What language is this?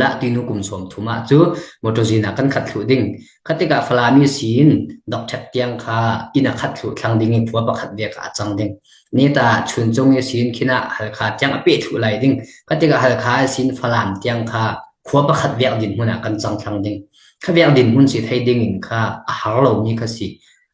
Falam Chin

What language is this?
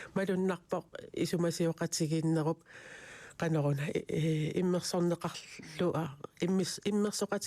Kalaallisut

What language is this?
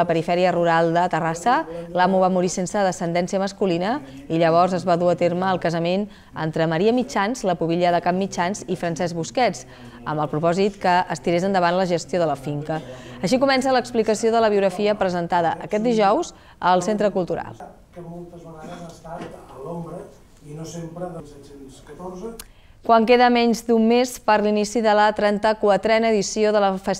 Catalan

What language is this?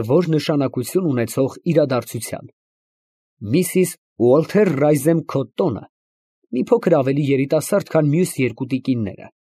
Armenian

